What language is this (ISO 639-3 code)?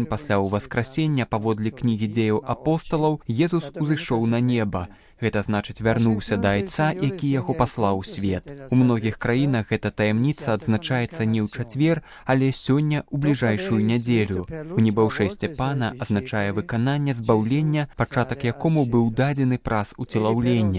bel